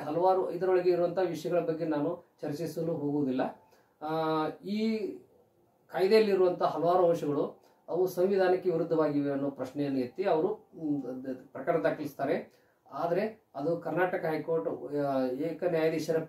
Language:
Kannada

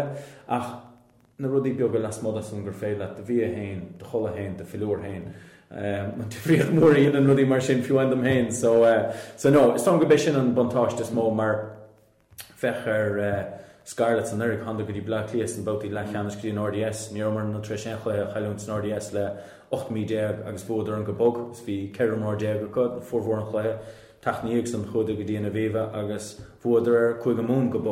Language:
Irish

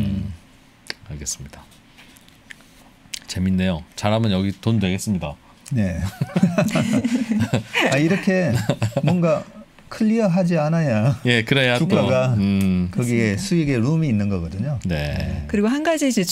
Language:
Korean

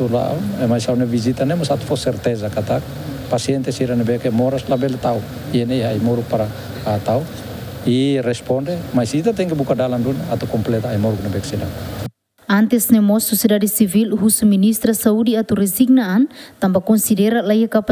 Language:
Tetum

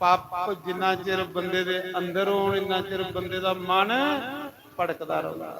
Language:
Dogri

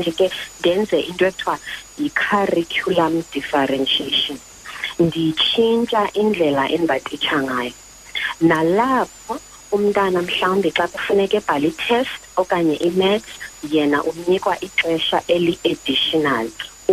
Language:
Xhosa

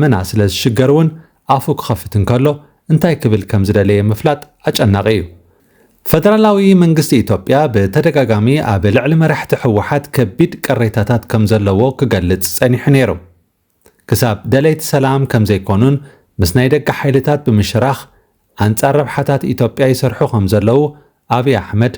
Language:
Tigrinya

